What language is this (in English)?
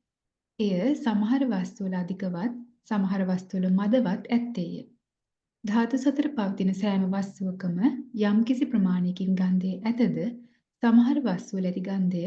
Sinhala